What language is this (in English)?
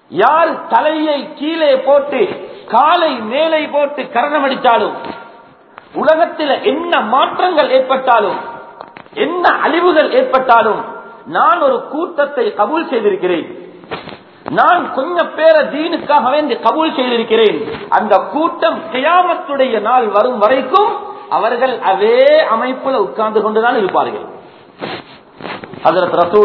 Tamil